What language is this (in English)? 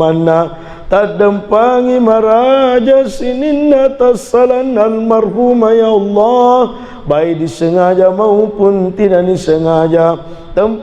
Buginese